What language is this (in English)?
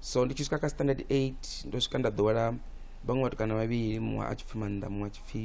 Venda